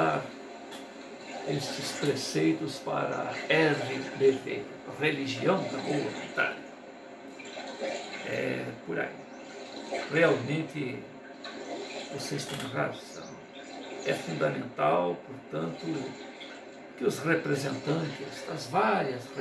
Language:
Portuguese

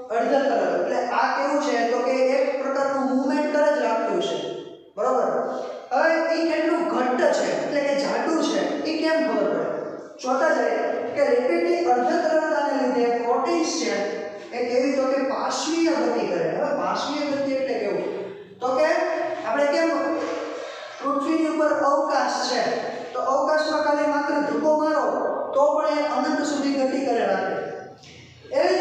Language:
Gujarati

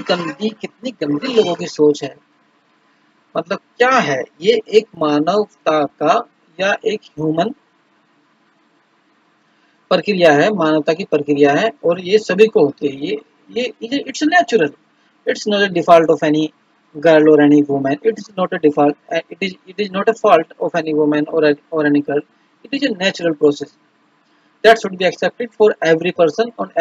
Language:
Hindi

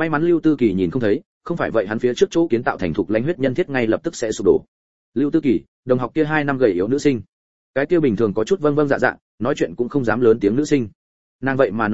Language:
Vietnamese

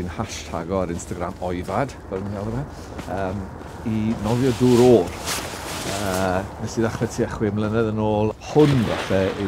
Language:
Welsh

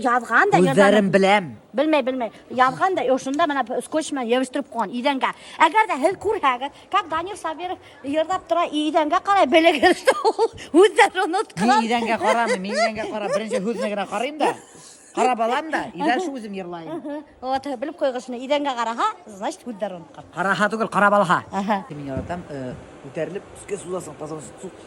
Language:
Bashkir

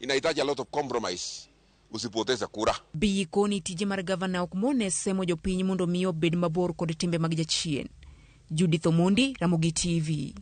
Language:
Luo (Kenya and Tanzania)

